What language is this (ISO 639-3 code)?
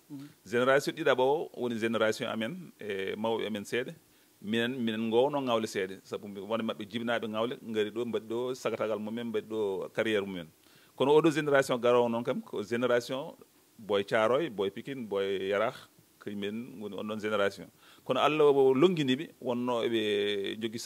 ful